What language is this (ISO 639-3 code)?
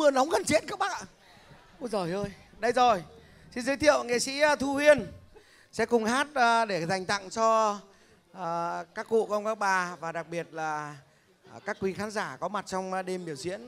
vie